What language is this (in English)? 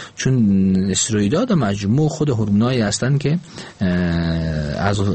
Persian